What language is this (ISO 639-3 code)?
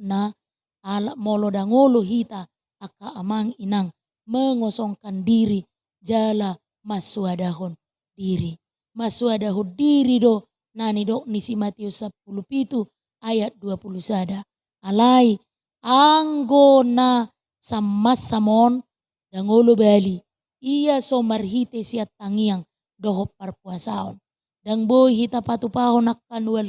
bbc